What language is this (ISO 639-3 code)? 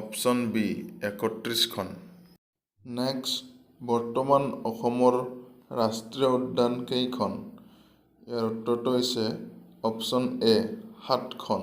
asm